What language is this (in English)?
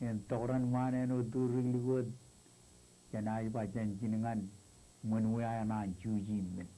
Marshallese